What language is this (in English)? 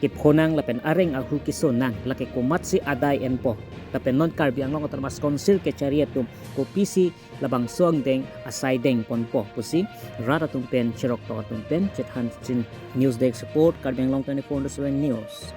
Karbi